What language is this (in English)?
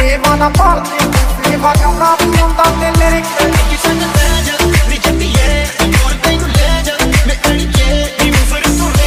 Punjabi